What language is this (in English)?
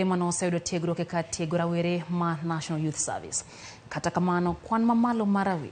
Luo (Kenya and Tanzania)